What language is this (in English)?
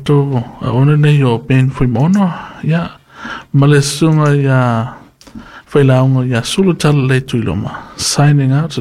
Samoan